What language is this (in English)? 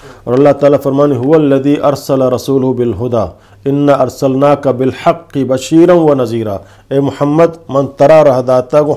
Eastern Balochi